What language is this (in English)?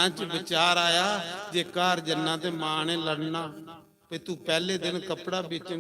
Dogri